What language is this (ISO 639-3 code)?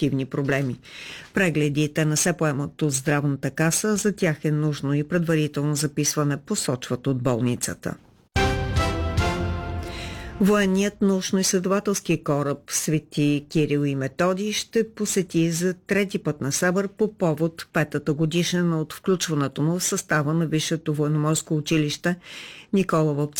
bul